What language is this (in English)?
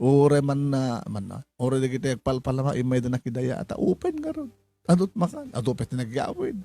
Iloko